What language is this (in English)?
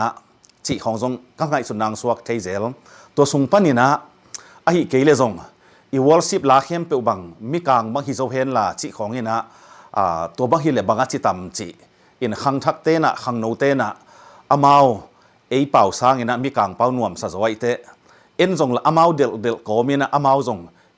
Tedim Chin